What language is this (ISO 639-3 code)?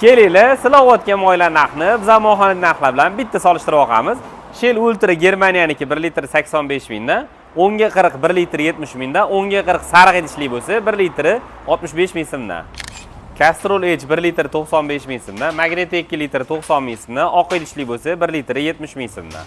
uzb